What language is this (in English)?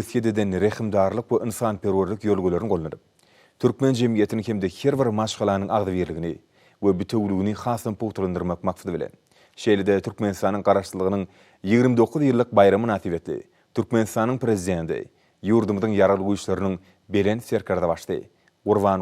Turkmen